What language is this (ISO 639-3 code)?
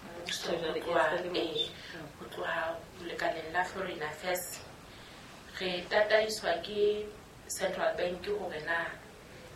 sot